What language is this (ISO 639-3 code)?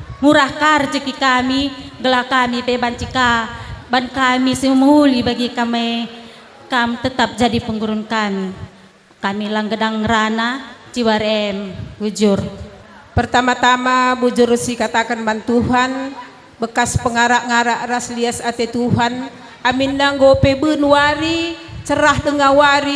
btx